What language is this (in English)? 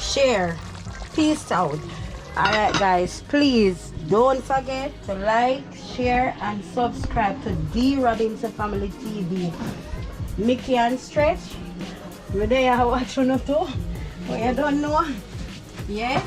Jamaican Creole English